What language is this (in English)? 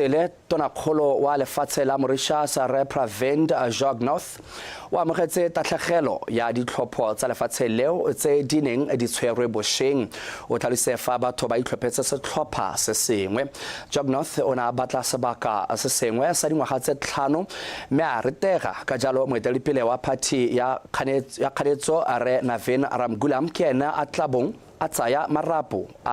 Tswana